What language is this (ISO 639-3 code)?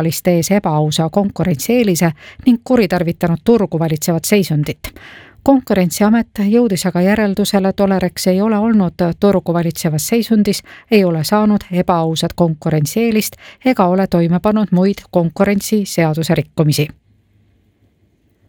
est